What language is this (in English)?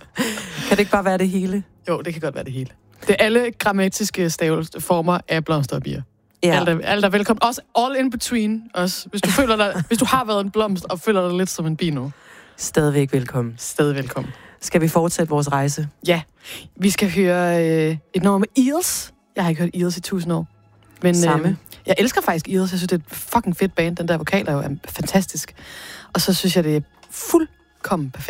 Danish